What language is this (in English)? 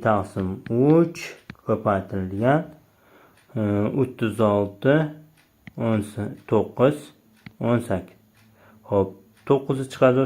Uzbek